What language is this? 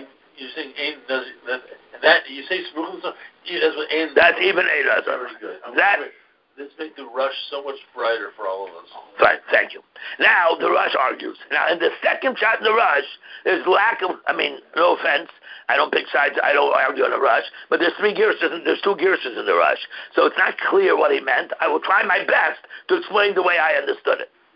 English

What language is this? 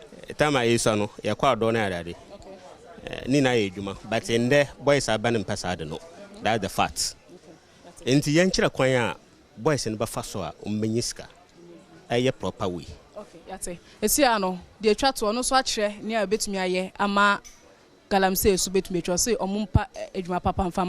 Akan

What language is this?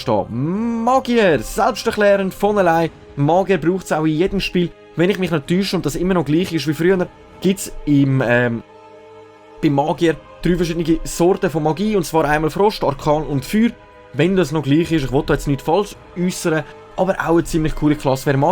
Swiss German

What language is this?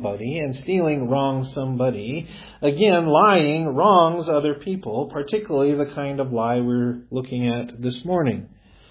English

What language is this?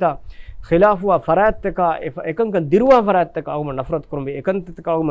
Divehi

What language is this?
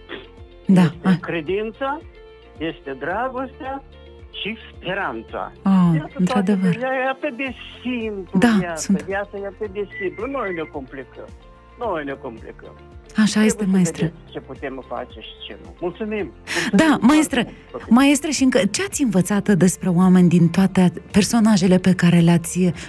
Romanian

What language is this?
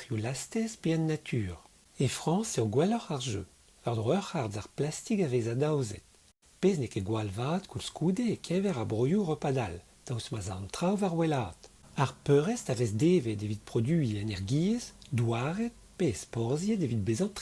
Breton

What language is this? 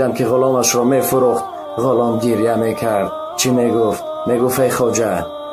Tajik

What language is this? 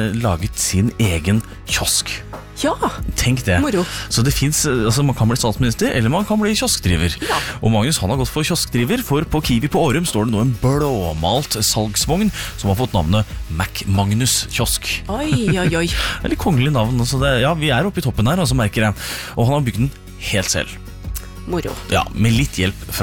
Norwegian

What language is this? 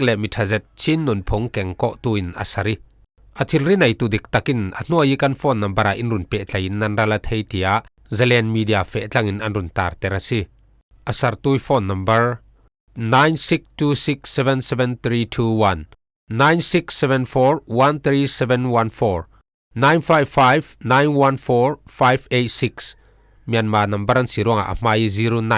Falam Chin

